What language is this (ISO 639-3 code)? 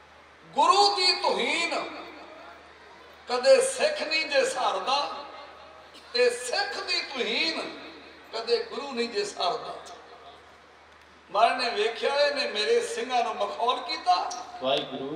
pan